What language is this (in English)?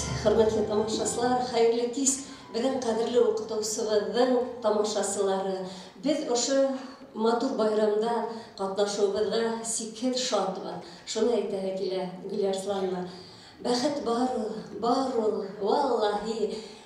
Bashkir